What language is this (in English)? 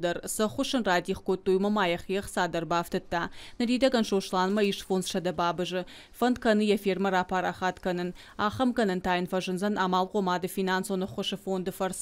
Ossetic